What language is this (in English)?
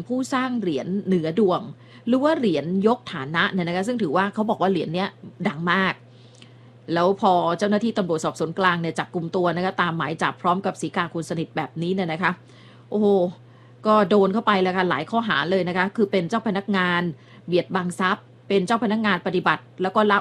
Thai